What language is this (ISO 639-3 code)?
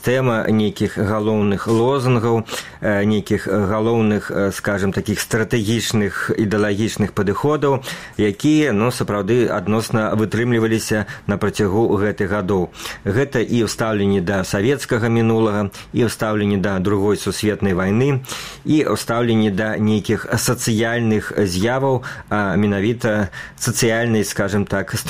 bel